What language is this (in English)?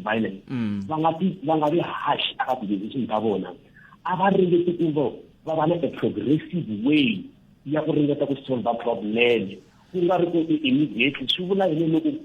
Tsonga